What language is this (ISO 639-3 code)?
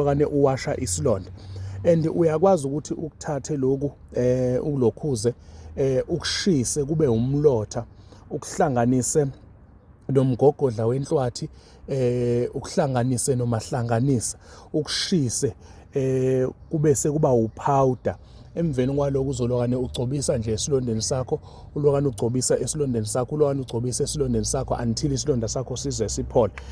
zul